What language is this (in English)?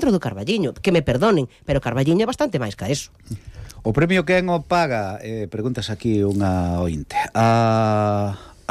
Galician